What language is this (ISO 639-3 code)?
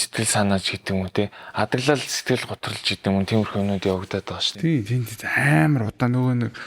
mon